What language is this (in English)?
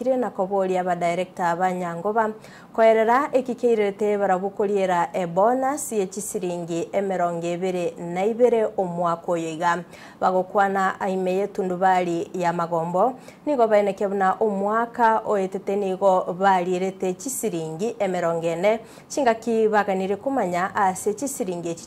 Gusii